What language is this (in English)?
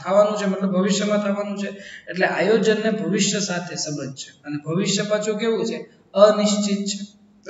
Gujarati